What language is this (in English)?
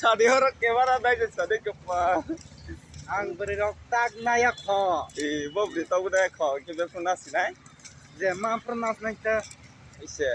Kok Borok